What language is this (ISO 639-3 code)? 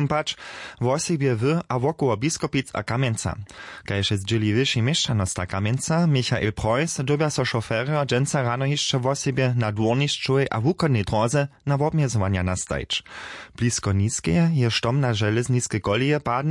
hsb